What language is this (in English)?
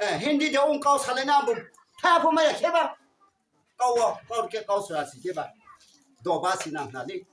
Riang (India)